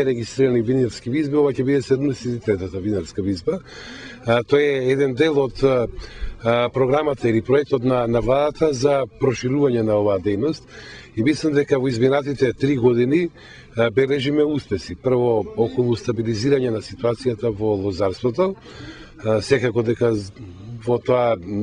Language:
Macedonian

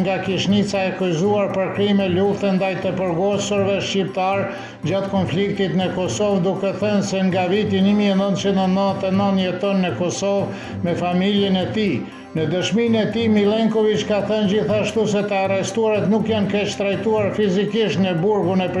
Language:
Albanian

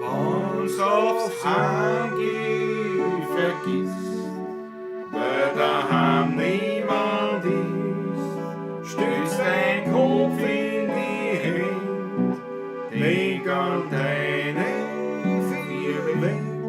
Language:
Bavarian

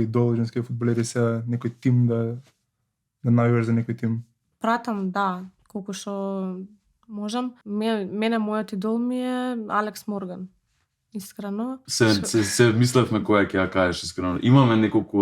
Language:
Macedonian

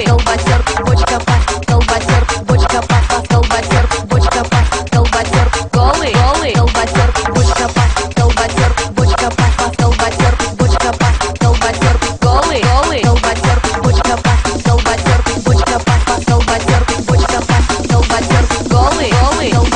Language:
Russian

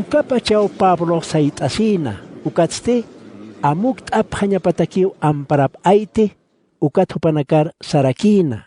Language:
Aymara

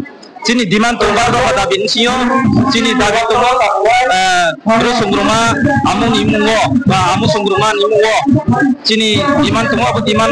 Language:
Riang (India)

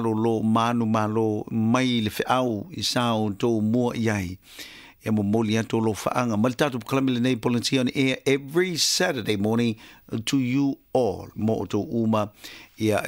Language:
Samoan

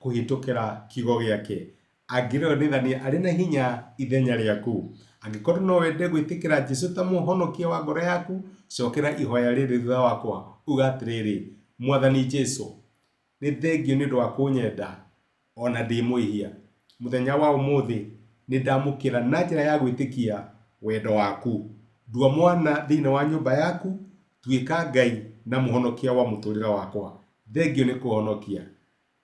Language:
Kikuyu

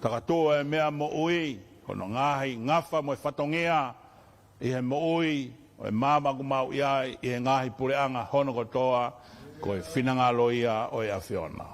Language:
Tongan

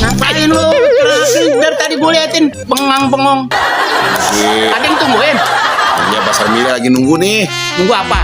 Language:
Betawi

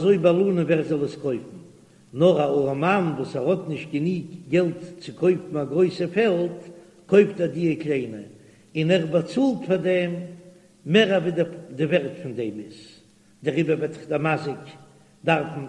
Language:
Yiddish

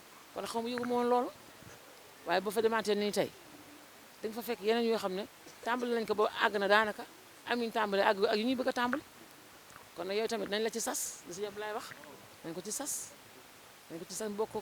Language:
Wolof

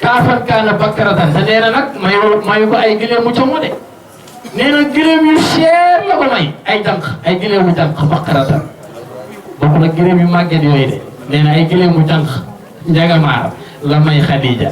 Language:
Wolof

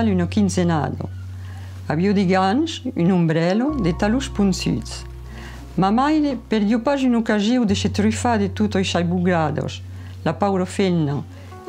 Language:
Occitan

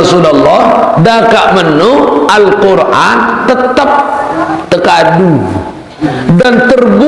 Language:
Sasak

